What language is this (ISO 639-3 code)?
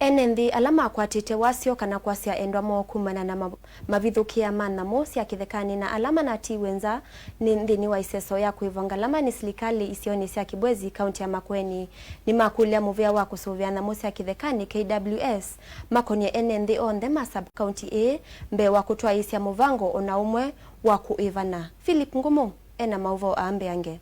kam